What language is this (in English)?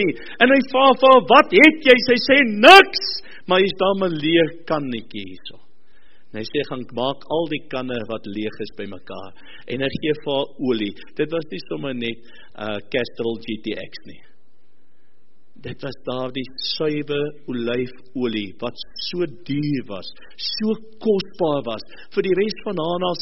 Afrikaans